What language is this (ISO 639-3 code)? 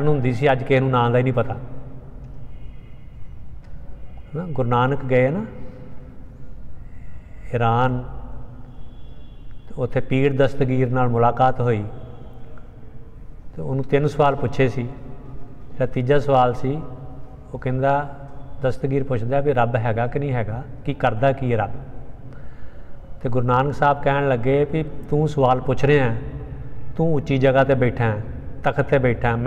pan